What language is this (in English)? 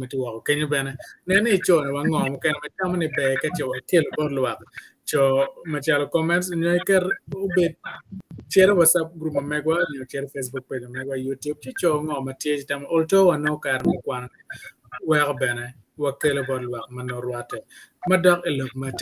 Acoli